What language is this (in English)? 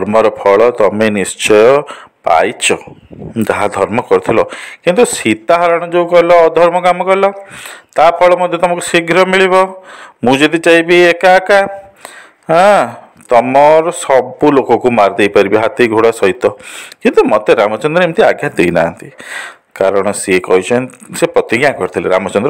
Odia